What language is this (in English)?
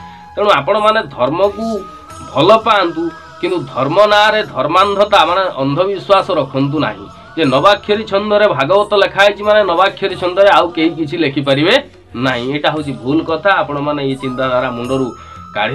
Odia